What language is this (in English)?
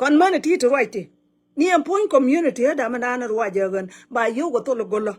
Nuer